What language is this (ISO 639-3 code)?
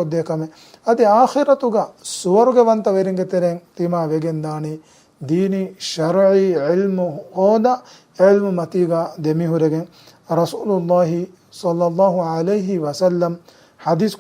div